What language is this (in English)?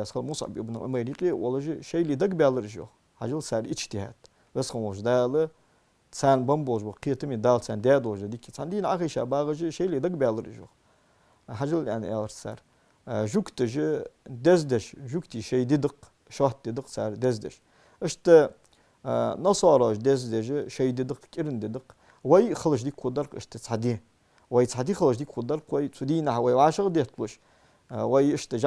Ingush